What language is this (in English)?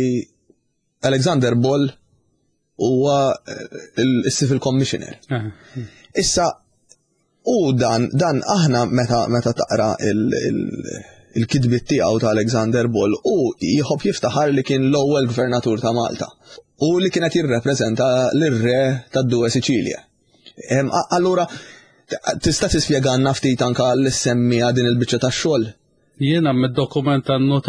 Maltese